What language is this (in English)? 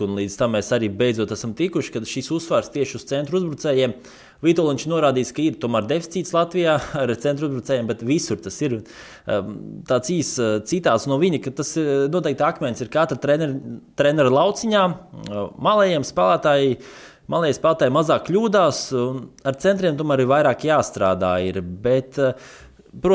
Latvian